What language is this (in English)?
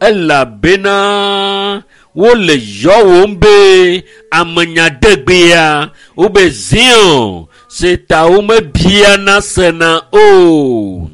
Ewe